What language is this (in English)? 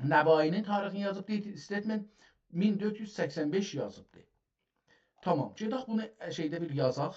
South Azerbaijani